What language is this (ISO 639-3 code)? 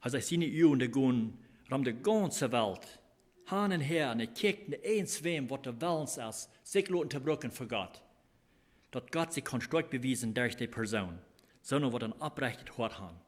pdt